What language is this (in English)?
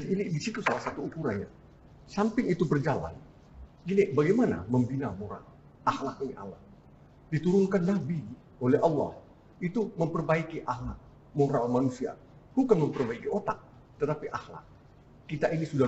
Indonesian